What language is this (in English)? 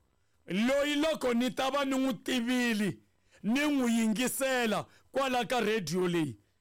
Tsonga